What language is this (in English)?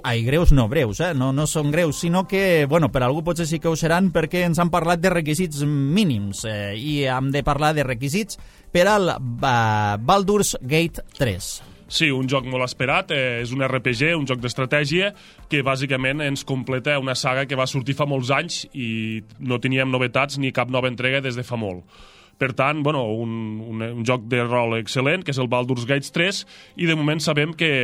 Catalan